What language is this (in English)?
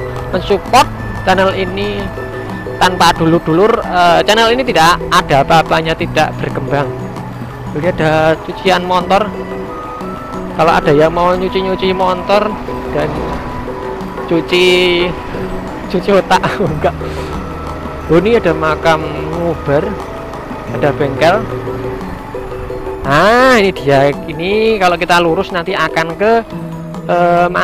Indonesian